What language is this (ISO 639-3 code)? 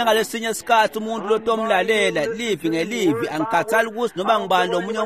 ssw